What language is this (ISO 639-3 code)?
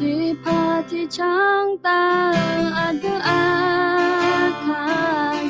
ahk